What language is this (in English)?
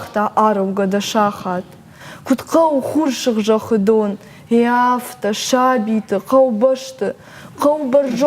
Ossetic